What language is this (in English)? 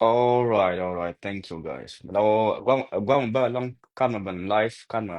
Nuer